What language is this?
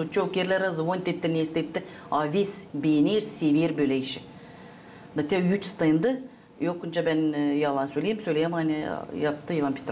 Gagauz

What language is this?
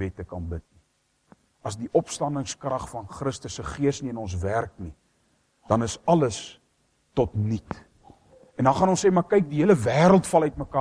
Afrikaans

